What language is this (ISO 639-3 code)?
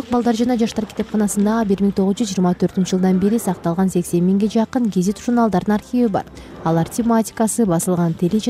kir